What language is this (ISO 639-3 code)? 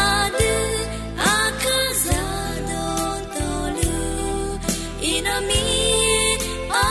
ahk